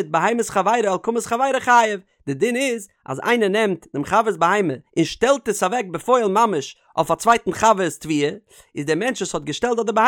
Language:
Yiddish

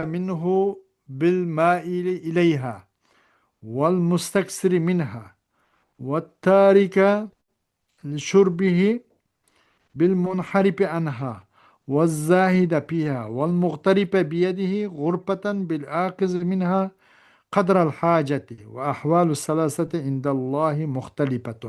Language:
Uyghur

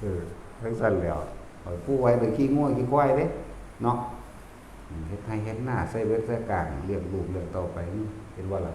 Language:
Northeastern Thai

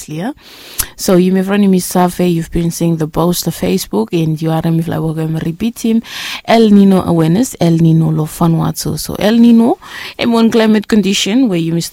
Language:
Bislama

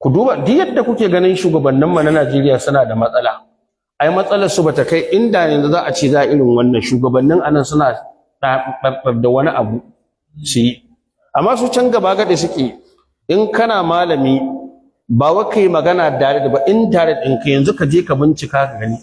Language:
Hausa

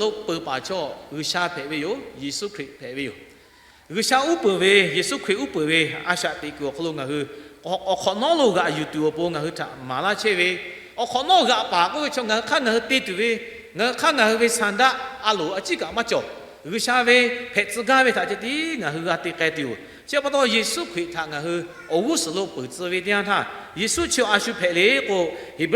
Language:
Lahu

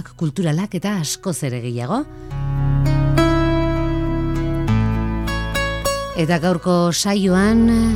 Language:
Basque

